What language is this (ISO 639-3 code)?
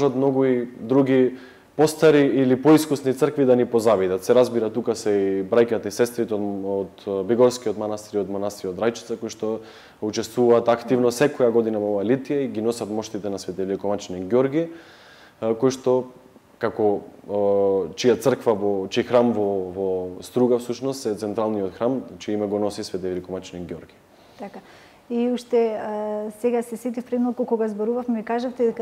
mkd